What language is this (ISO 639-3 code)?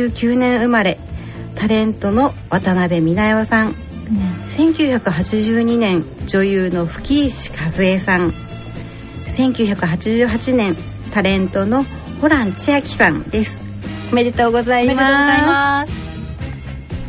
jpn